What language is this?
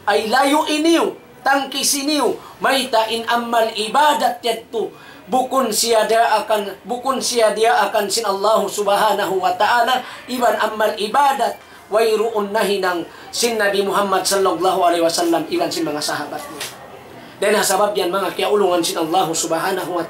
Tausug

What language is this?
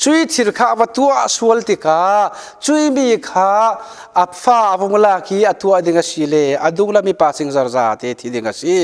Falam Chin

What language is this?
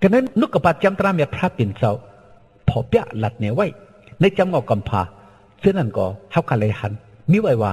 Shan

